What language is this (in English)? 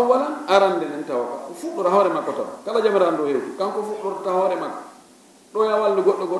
Fula